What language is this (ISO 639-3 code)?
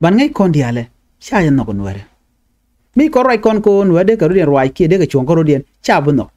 nus